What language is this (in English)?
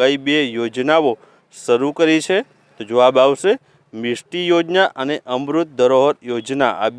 Gujarati